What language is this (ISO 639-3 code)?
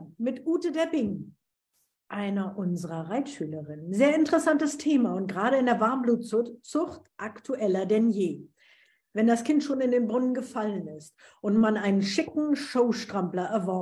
deu